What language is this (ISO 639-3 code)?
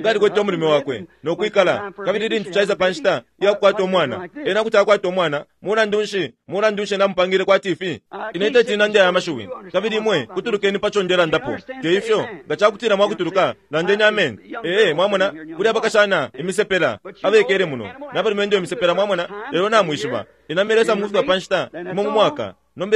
bem